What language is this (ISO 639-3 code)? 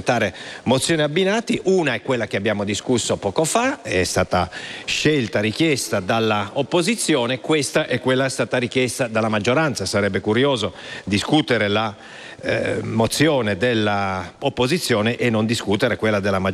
ita